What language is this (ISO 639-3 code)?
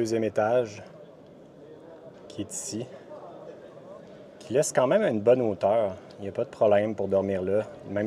fra